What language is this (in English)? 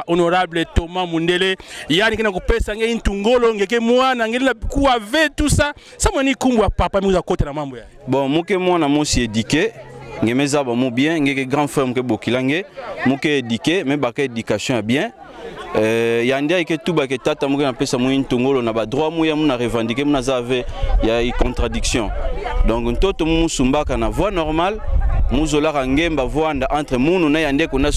Kituba (Democratic Republic of Congo)